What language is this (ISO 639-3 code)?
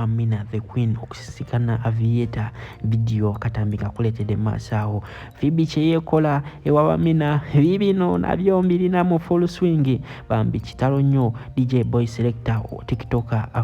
lug